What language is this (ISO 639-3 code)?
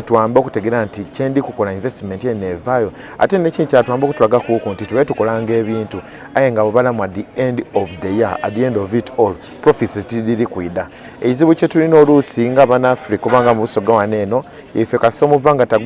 xog